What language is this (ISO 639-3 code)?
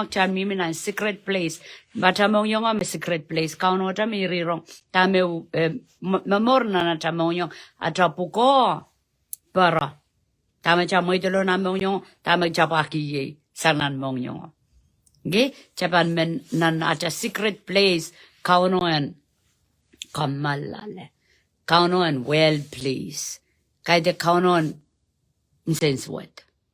pon